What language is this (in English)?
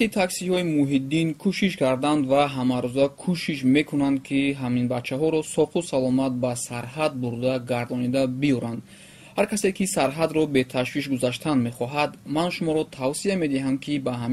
Tajik